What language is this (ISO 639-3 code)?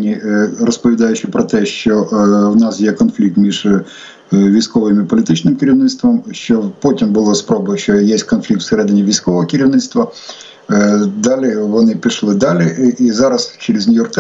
ukr